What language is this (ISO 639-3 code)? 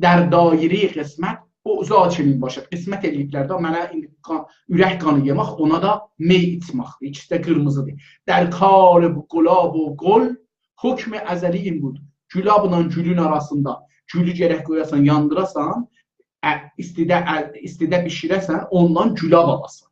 azb